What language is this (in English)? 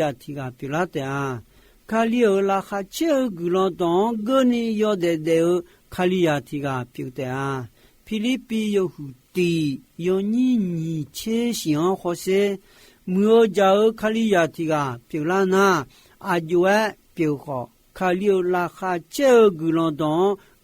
Akha